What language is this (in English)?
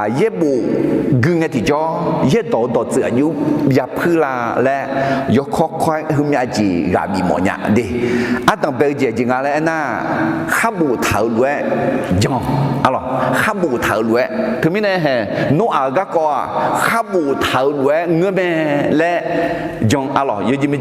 Akha